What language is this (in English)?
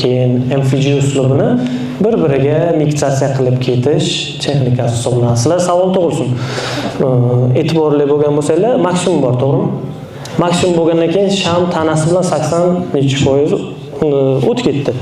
Uzbek